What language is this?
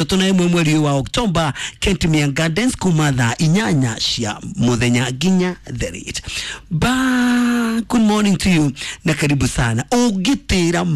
Kikuyu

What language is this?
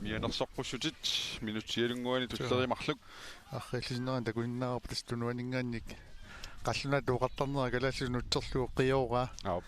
Kalaallisut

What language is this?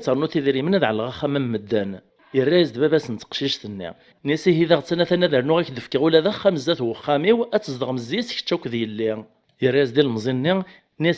Kabyle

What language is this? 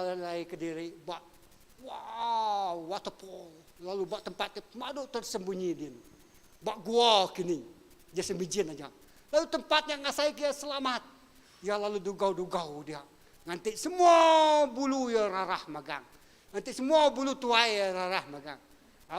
Iban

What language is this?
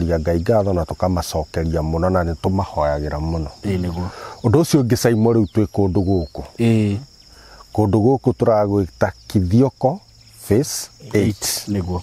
Kikuyu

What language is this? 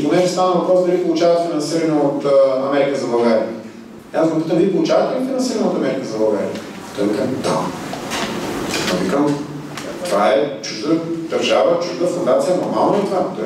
Bulgarian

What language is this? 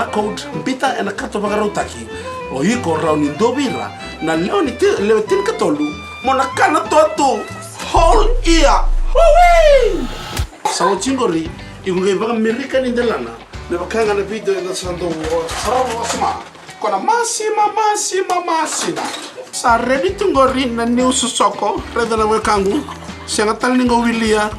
Fijian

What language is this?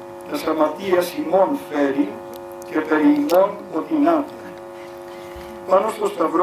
Greek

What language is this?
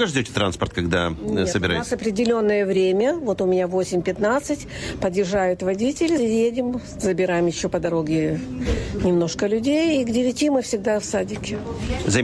Russian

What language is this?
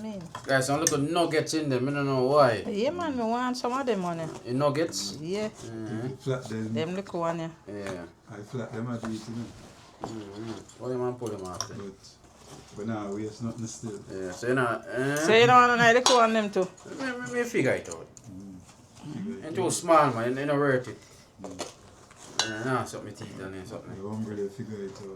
Jamaican Creole English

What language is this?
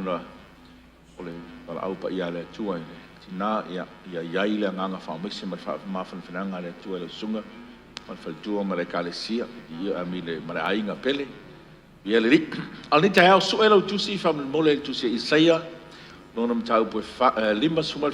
Samoan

